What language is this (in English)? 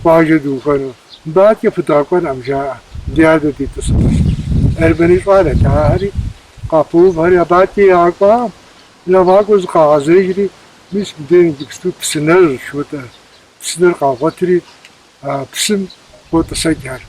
Kabardian